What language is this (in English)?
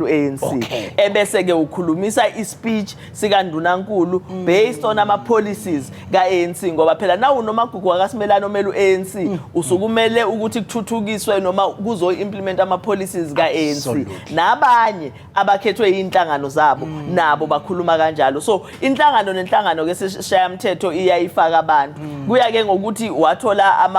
Zulu